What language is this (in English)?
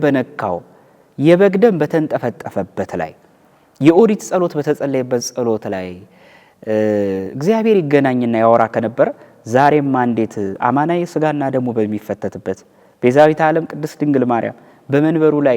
Amharic